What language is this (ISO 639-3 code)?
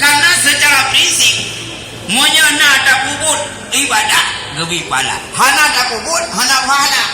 ace